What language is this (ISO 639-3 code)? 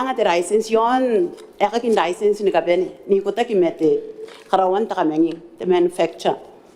gil